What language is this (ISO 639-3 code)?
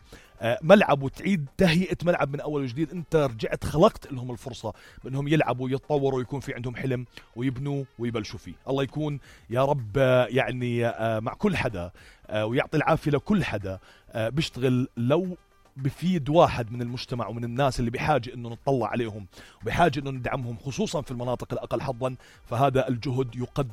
apc